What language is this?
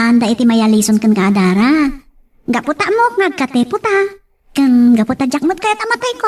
Iloko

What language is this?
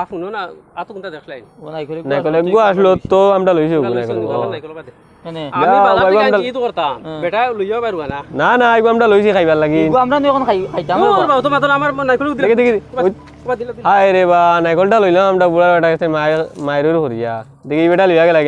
Sylheti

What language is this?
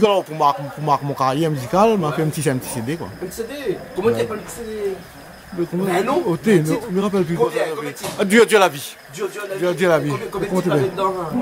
Réunion Creole French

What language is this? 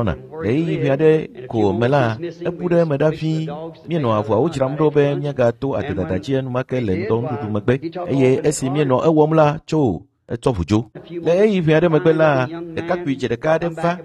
Ewe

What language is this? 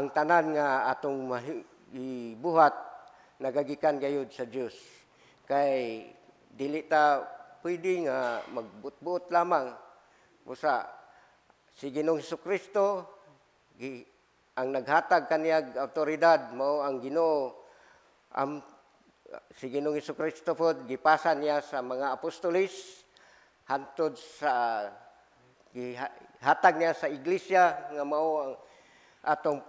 Cebuano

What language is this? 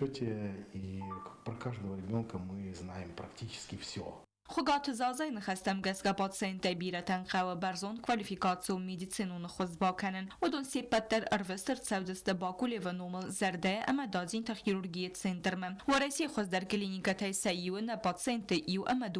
Ossetic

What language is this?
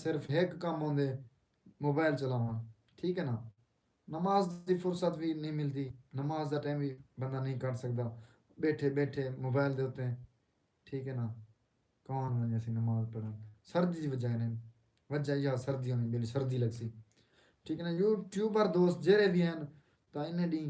Saraiki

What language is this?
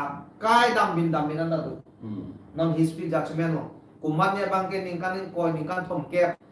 Karbi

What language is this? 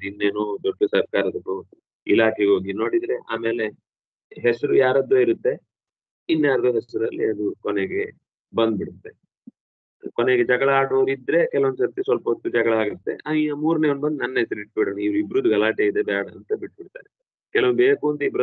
Kannada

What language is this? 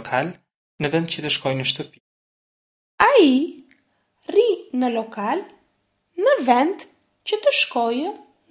Albanian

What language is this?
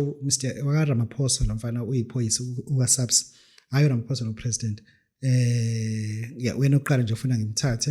Zulu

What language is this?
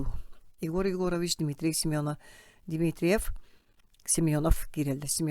Yakut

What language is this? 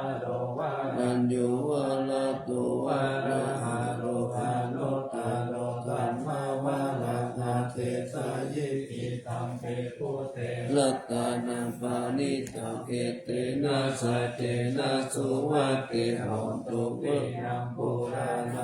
Pali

